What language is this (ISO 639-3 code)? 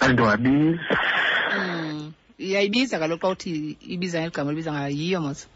xho